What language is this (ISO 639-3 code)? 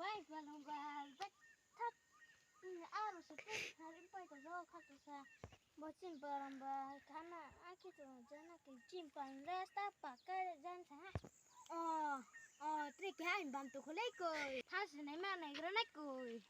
ria